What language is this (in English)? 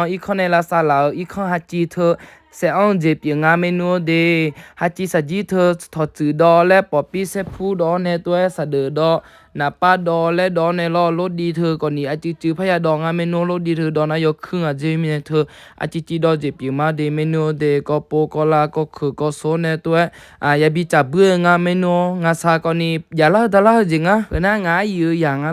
Akha